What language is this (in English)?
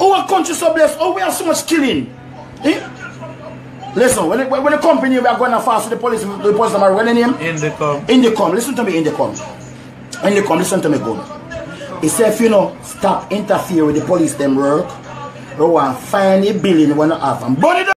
Jamaican Creole English